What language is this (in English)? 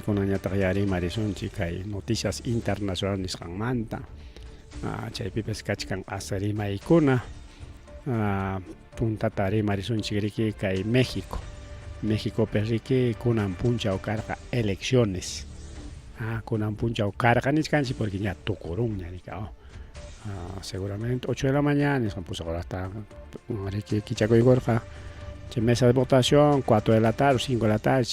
Ayacucho Quechua